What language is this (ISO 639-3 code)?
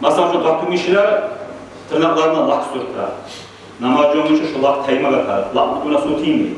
kum